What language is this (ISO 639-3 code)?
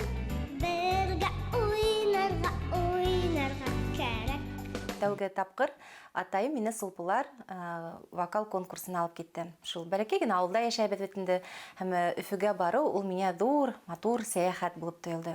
bak